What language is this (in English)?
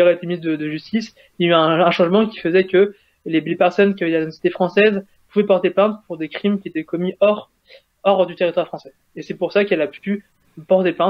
French